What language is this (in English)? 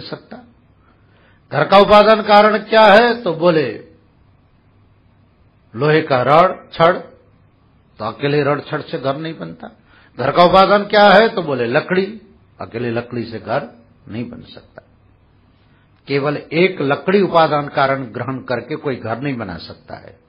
Hindi